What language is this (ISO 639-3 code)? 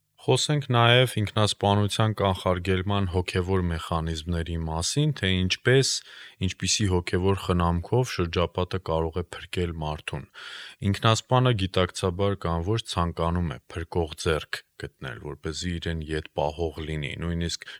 hye